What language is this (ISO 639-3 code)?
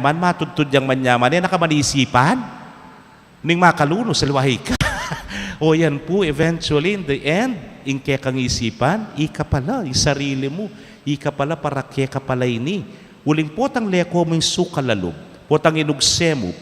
pam